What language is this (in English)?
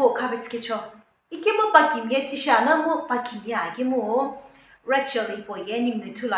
Sumi Naga